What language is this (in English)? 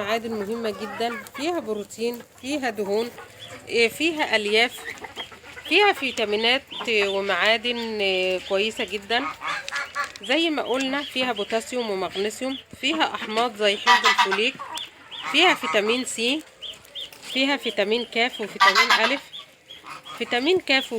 Egyptian Arabic